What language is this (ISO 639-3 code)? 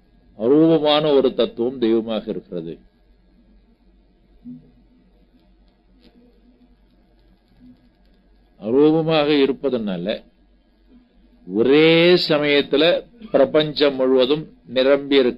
tam